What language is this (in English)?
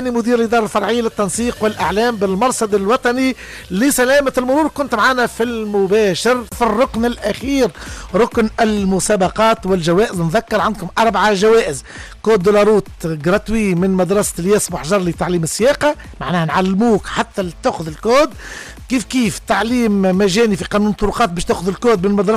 Tunisian Arabic